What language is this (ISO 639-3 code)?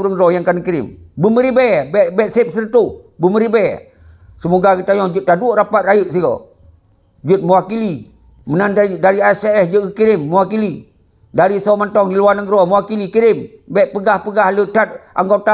ace